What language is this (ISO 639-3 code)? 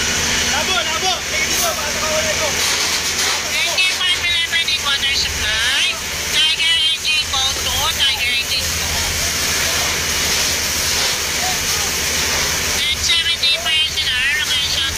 fil